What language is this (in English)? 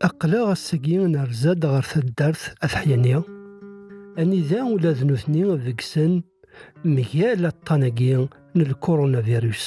Kabyle